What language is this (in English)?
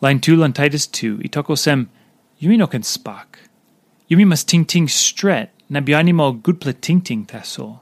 Tok Pisin